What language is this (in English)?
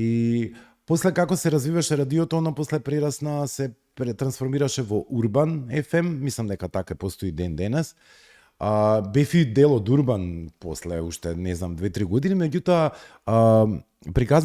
Macedonian